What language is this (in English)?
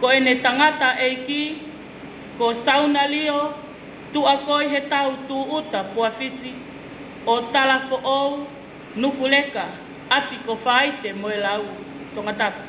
Tongan